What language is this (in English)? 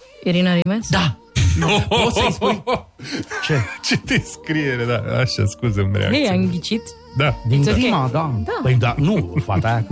Romanian